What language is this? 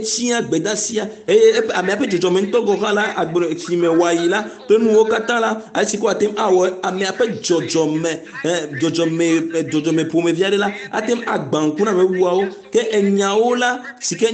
Ewe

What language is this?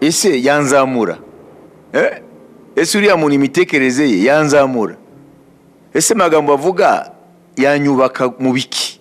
Kinyarwanda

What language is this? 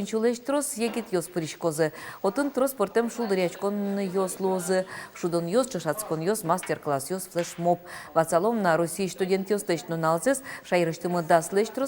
Udmurt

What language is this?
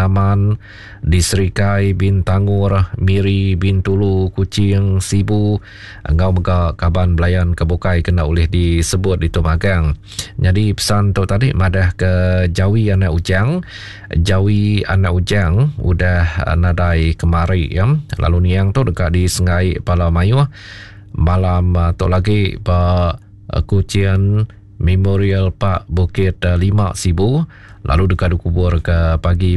Iban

